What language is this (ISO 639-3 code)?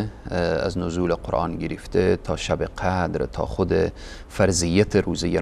fas